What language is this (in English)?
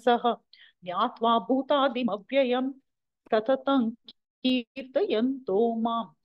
Sanskrit